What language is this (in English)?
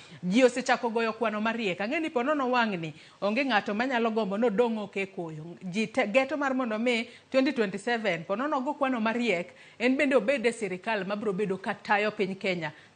Luo (Kenya and Tanzania)